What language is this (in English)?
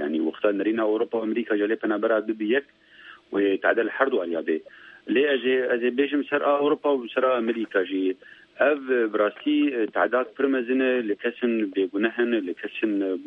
Kurdish